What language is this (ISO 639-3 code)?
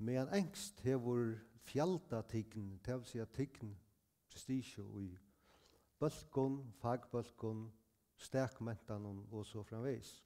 fao